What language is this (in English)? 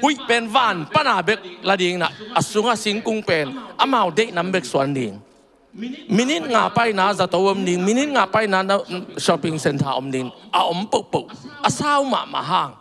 Tedim Chin